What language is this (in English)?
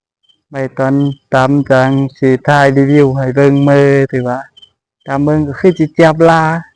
Lao